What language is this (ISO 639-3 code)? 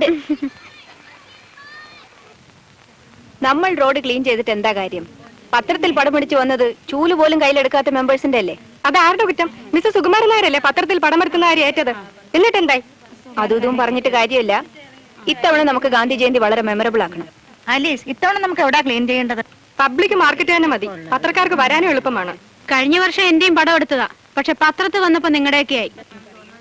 mal